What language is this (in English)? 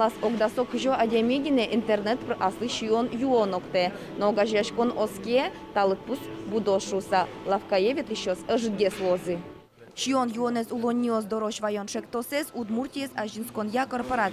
Udmurt